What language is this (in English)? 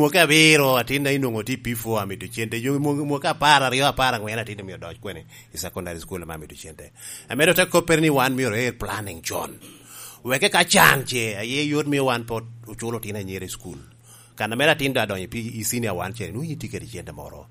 Lango (Uganda)